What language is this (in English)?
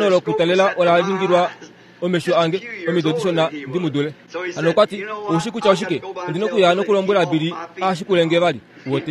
Kuanyama